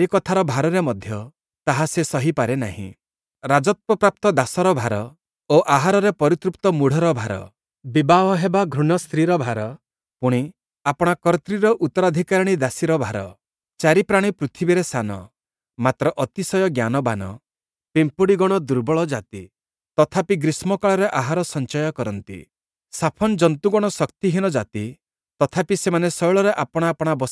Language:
Odia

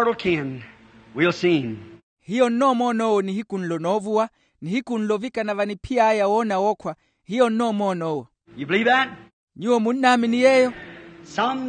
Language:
Makhuwa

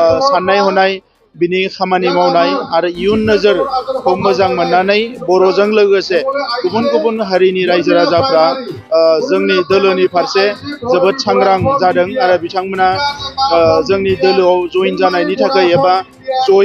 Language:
Bodo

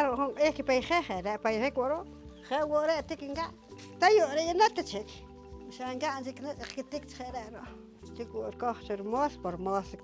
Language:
Poqomchi'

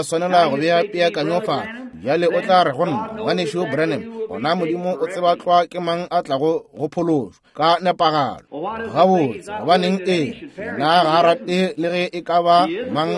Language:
Northern Sotho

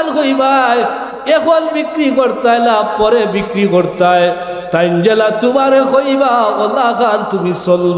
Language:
Sylheti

